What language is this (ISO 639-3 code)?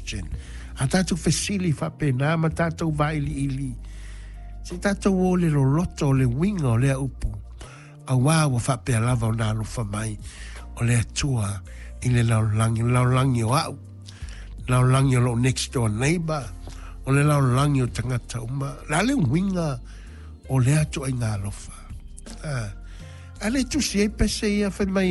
smo